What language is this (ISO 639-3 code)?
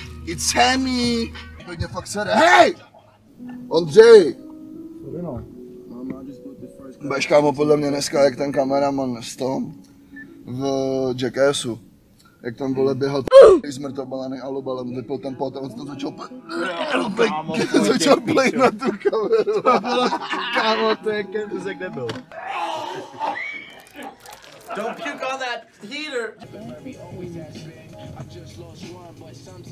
ces